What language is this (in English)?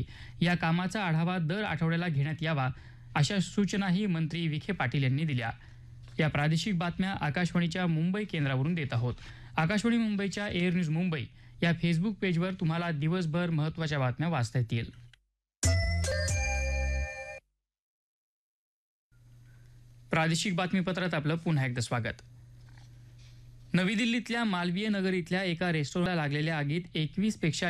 Marathi